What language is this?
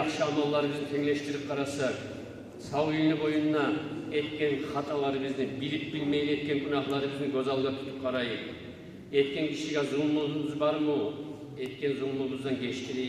Kumyk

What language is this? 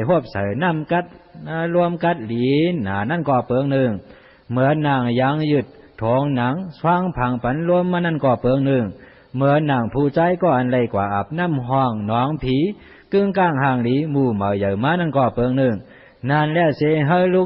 Shan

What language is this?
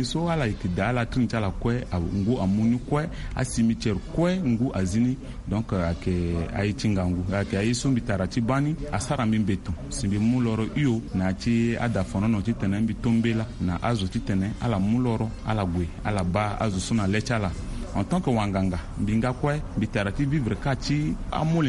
Sango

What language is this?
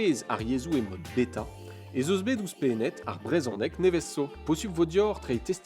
Breton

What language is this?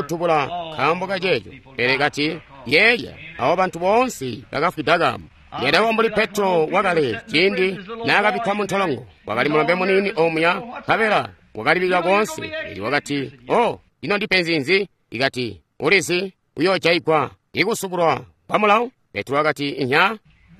Tonga (Zambia)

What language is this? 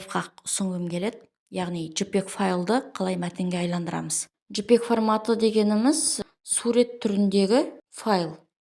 Kazakh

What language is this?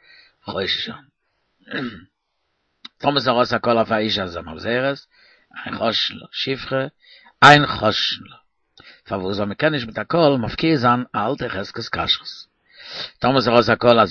Yiddish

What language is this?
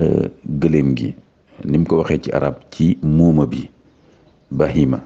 Wolof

